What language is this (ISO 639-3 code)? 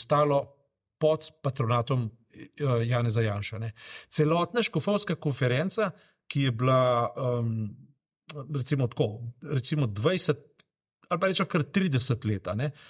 slv